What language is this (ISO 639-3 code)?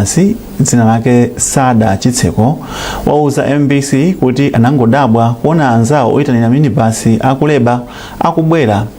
nya